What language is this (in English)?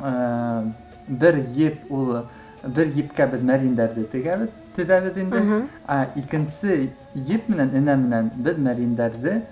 Bashkir